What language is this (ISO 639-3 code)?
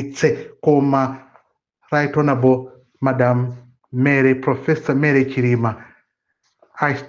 nya